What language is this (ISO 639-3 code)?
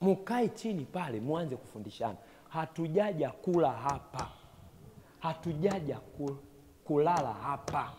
swa